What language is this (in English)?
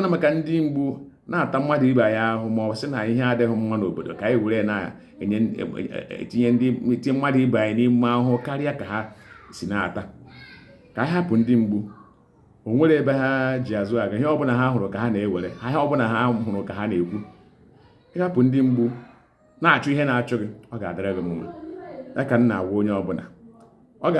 Igbo